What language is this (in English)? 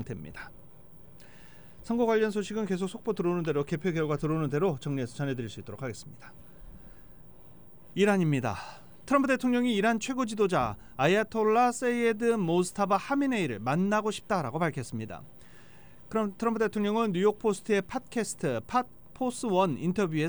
Korean